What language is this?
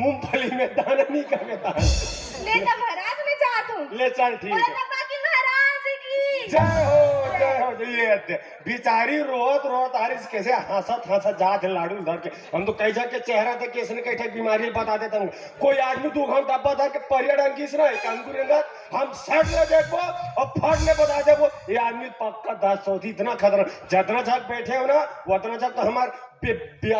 Chhattisgarhi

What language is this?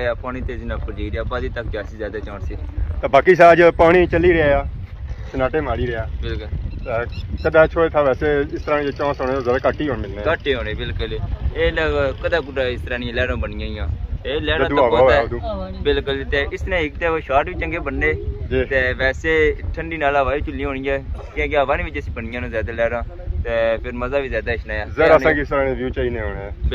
Pahari-Potwari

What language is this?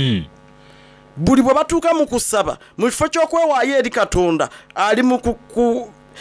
Soga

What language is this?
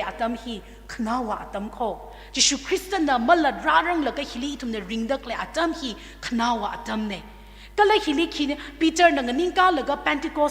Tangkhul Naga (India)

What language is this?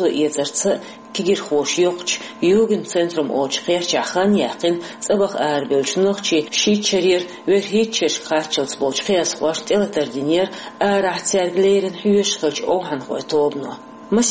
Chechen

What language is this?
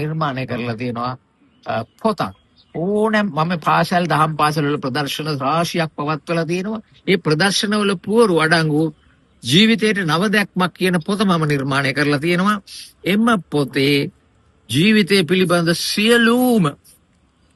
Sinhala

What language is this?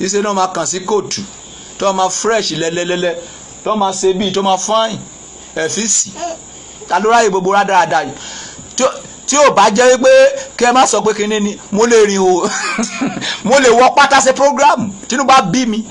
Yoruba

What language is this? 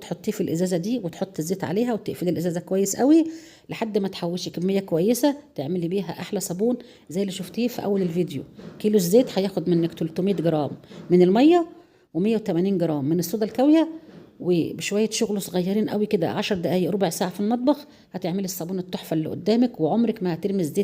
Egyptian Arabic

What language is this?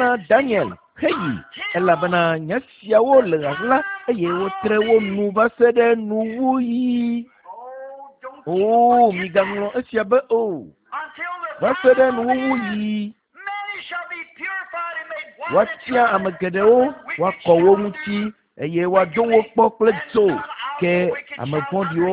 Ewe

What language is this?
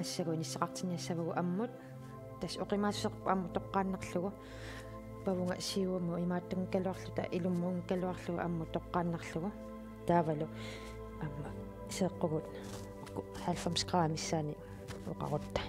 Kalaallisut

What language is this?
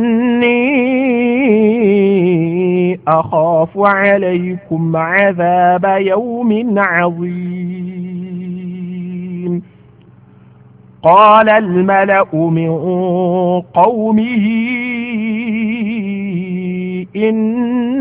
Arabic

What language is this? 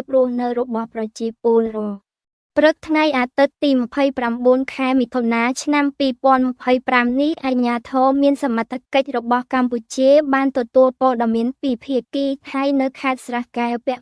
Khmer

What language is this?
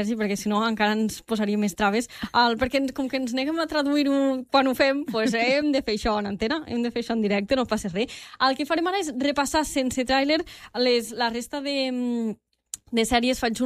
Catalan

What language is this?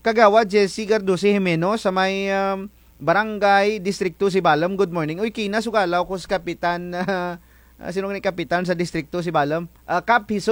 Kinaray-a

